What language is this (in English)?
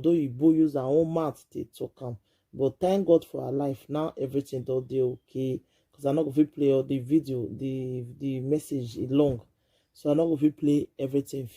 Nigerian Pidgin